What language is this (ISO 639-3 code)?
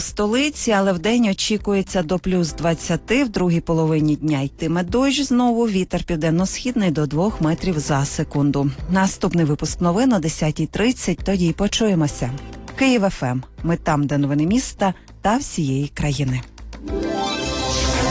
ukr